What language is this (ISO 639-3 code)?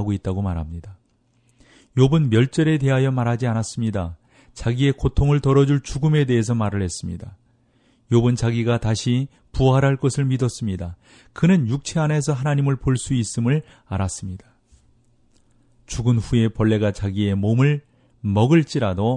kor